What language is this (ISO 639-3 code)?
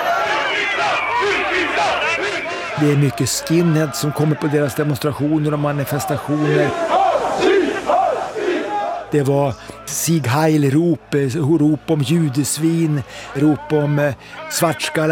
swe